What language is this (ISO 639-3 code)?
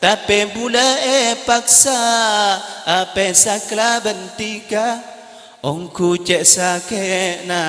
mad